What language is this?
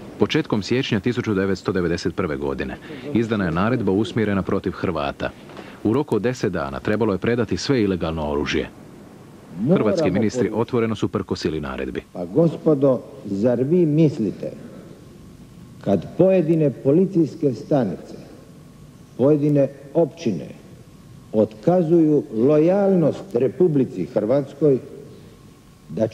Croatian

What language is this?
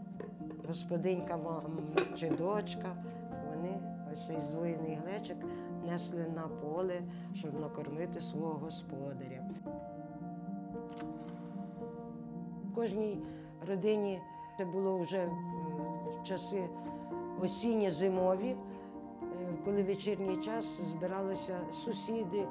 Ukrainian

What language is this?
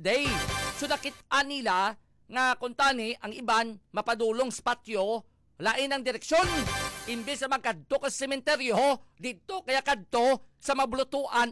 Hiligaynon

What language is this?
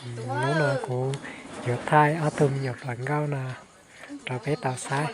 Hmong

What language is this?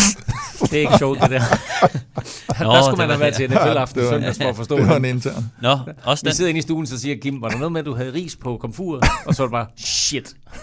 Danish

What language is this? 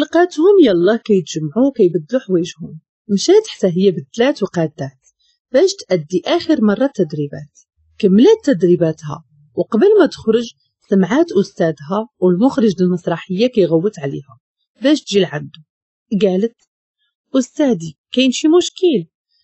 Moroccan Arabic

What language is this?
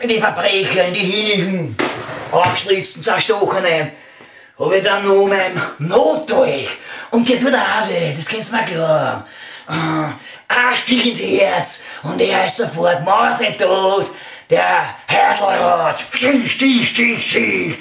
Bavarian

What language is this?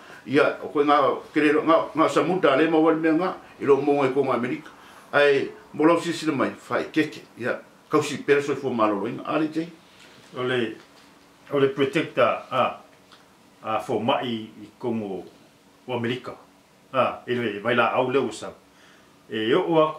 Samoan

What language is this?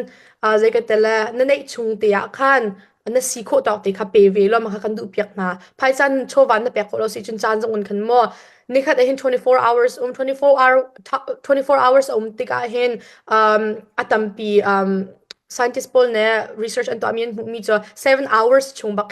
Hakha Chin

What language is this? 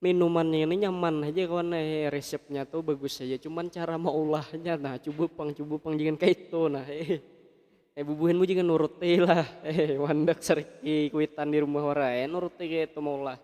Banjar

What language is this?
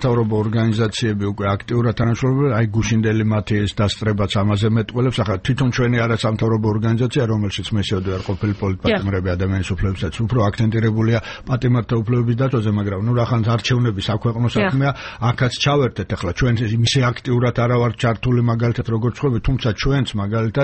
Georgian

